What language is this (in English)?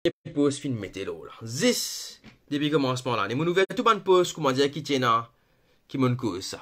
Morisyen